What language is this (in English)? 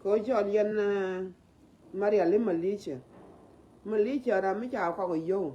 Nuer